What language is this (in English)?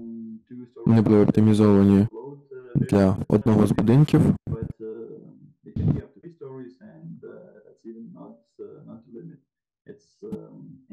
Ukrainian